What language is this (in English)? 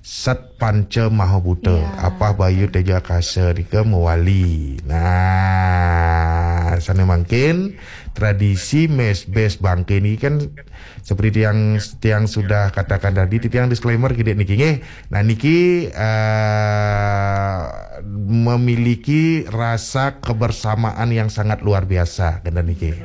Balinese